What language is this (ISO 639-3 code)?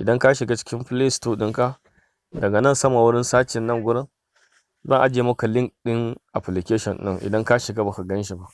hau